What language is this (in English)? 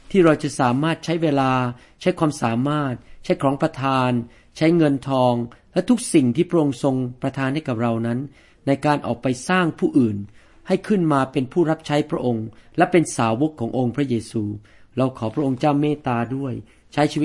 Thai